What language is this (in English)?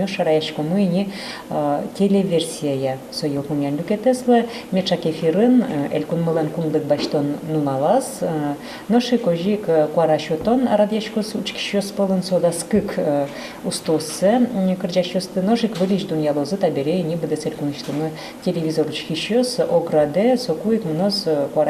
Udmurt